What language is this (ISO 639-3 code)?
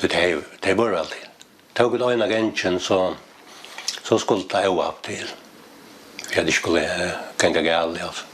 fao